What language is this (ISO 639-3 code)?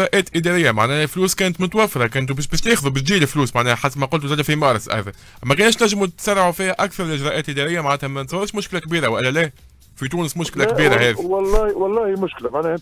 aeb